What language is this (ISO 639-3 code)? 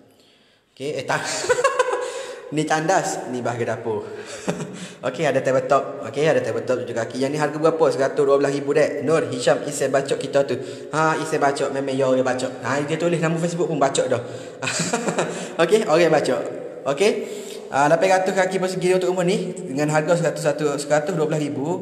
msa